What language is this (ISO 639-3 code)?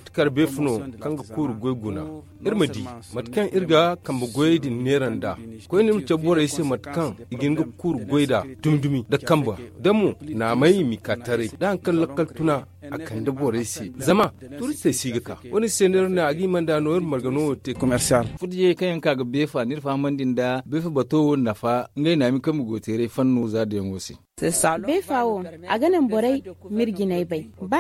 dje